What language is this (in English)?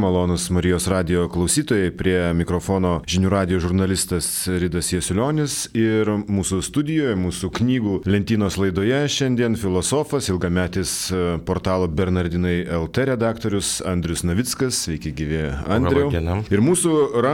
Lithuanian